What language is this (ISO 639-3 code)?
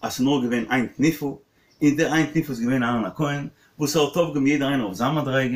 yid